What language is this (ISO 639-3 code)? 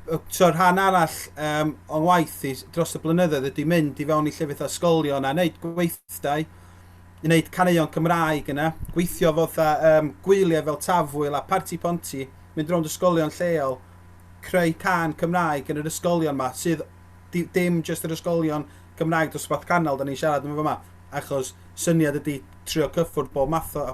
cym